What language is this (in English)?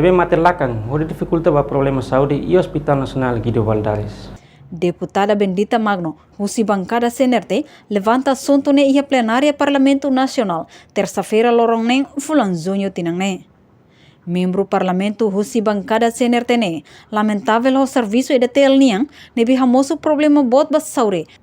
Tetum